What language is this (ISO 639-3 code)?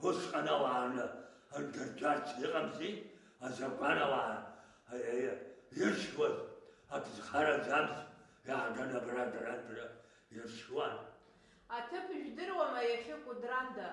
abk